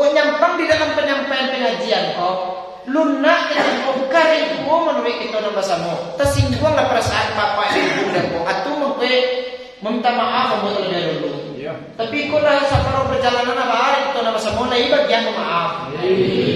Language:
Minangkabau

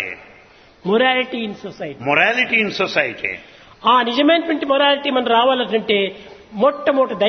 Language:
Telugu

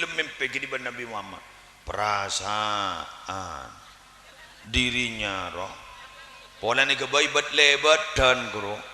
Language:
Madurese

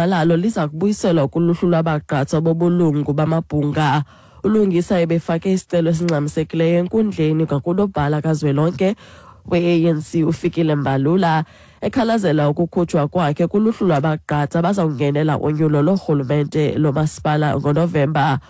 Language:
Xhosa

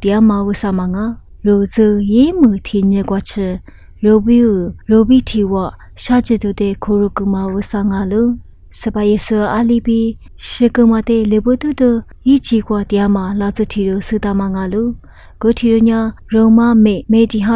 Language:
Lisu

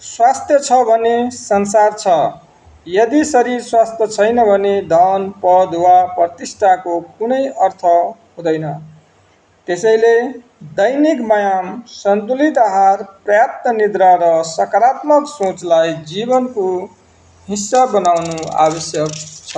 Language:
Nepali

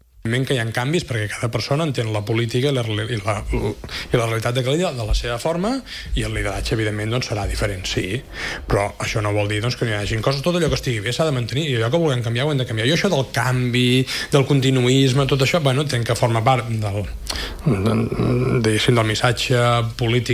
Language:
Catalan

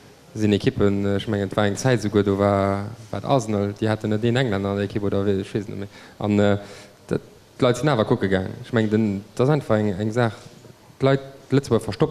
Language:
Luxembourgish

